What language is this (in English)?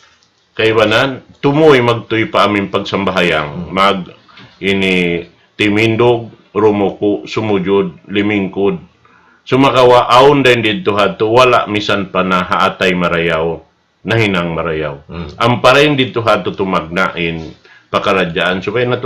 Tausug